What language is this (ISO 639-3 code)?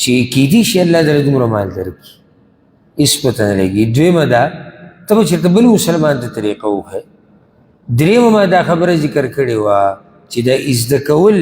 pus